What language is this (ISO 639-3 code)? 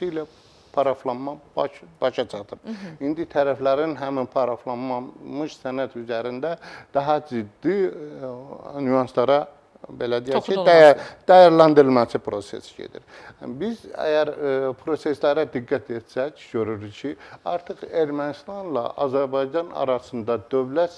aze